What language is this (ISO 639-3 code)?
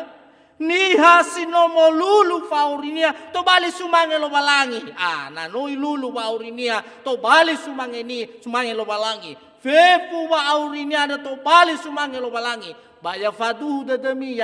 nia